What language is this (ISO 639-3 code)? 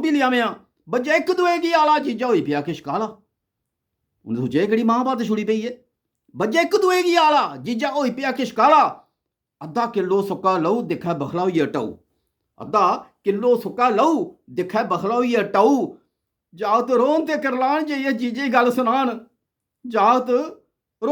doi